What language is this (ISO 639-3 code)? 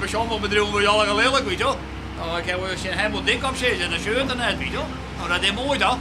fry